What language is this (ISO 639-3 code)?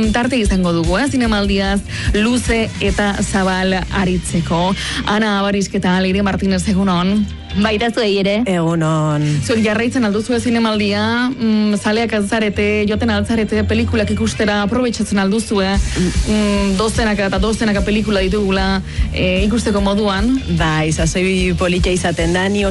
eus